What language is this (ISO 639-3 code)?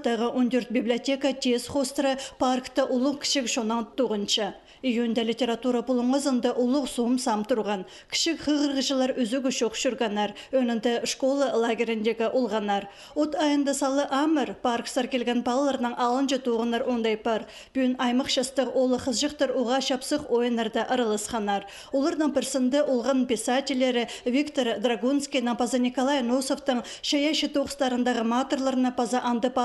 kjh